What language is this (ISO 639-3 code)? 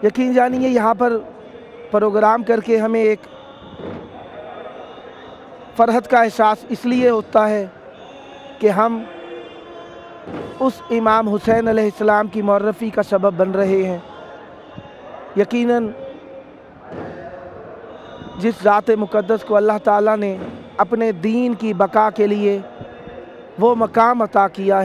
urd